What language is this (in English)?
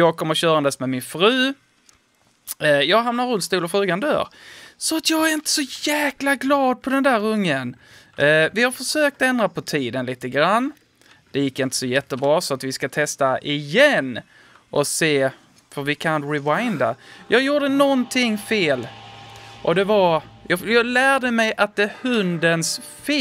Swedish